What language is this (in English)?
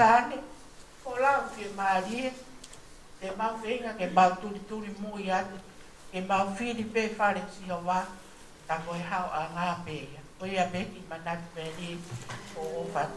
Tongan